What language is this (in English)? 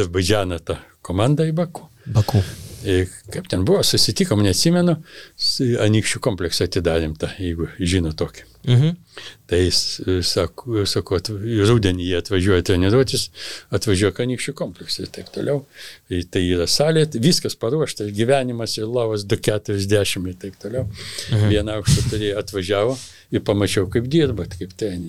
Lithuanian